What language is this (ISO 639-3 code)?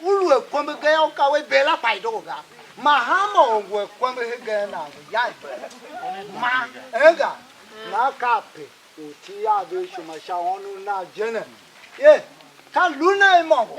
tiv